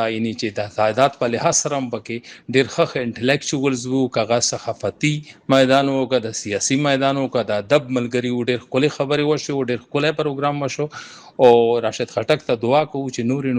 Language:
Pashto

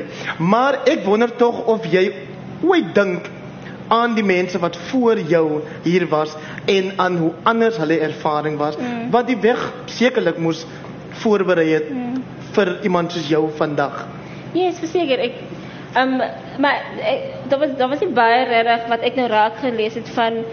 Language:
Afrikaans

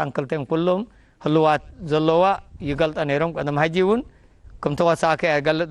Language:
Tigrinya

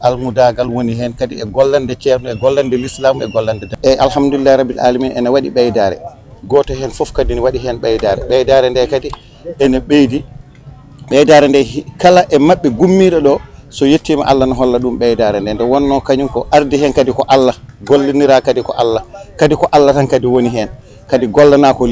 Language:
Fula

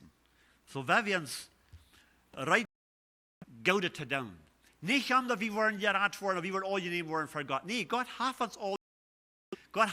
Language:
Plautdietsch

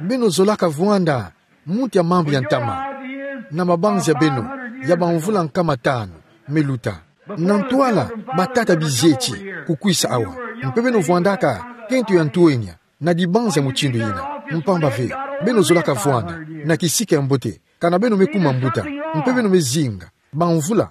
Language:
Kituba (Democratic Republic of Congo)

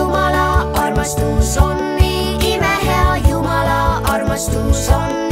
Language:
Estonian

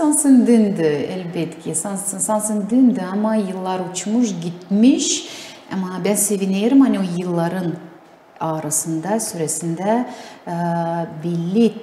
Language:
Gagauz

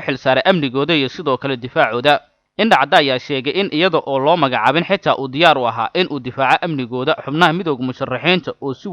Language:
Somali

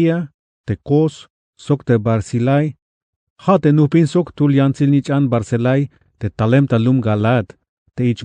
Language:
Tzeltal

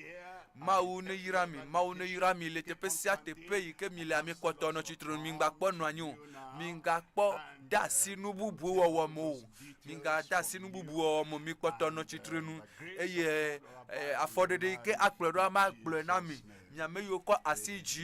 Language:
Ewe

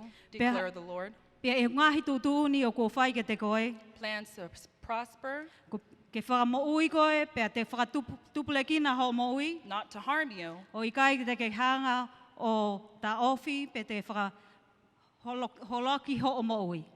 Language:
Tongan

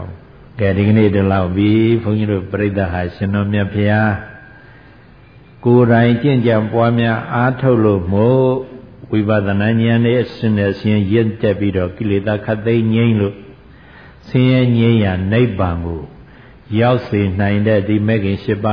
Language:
Burmese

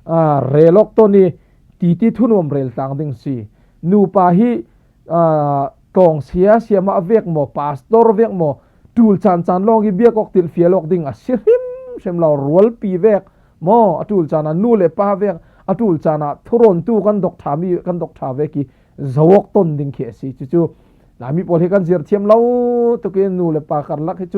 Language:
Falam Chin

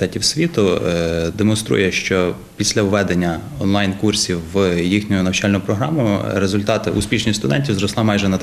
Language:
Ukrainian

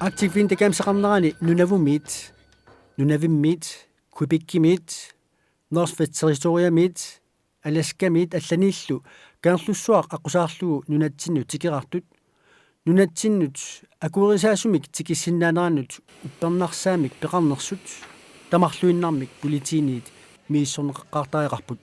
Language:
Kalaallisut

